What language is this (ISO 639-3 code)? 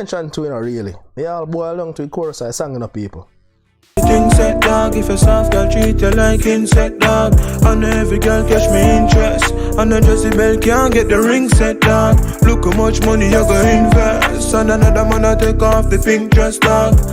jam